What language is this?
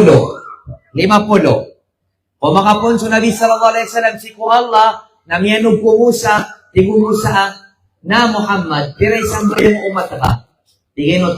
Maranao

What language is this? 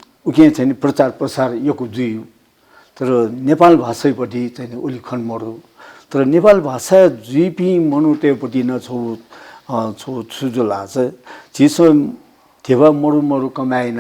Newari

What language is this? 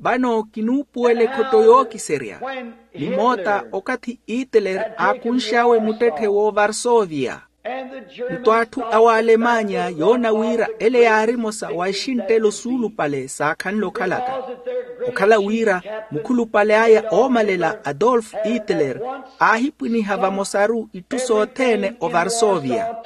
Makhuwa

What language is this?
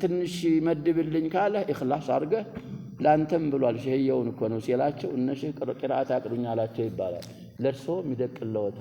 Amharic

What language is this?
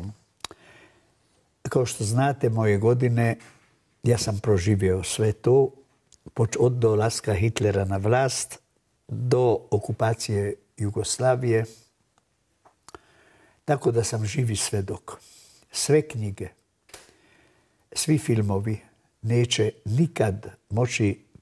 Serbian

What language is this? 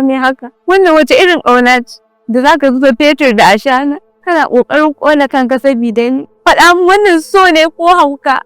Hausa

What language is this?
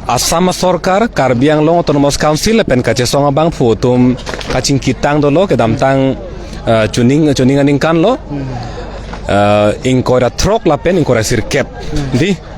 Karbi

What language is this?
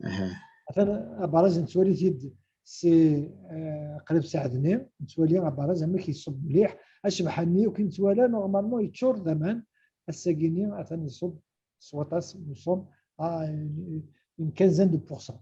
Kabyle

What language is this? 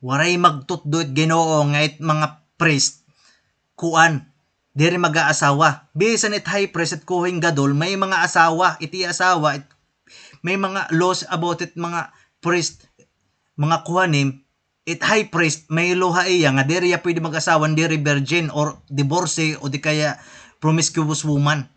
Waray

